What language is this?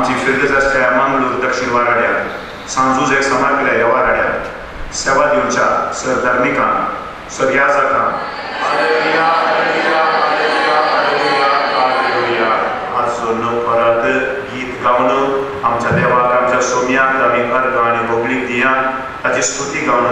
Konkani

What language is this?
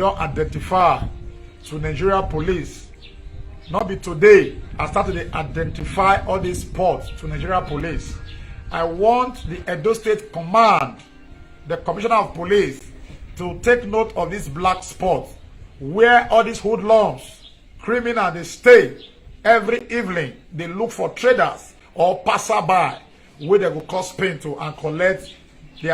Nigerian Pidgin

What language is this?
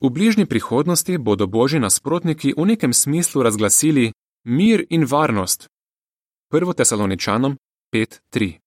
Slovenian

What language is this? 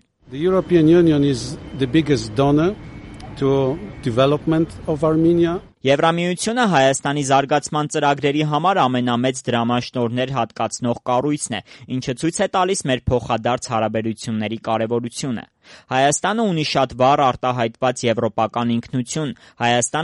Armenian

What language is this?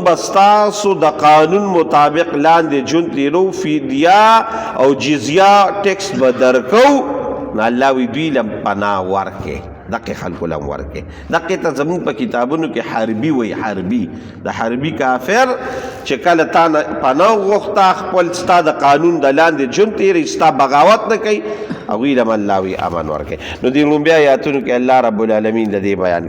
Pashto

